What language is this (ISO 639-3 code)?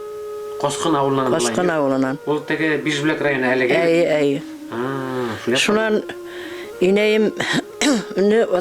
bak